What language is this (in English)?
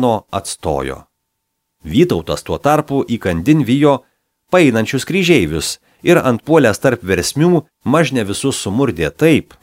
Lithuanian